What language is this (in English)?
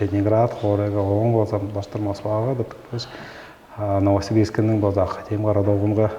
Tuvinian